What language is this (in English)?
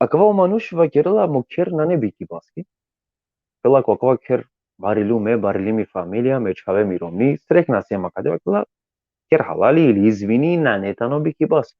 Balkan Romani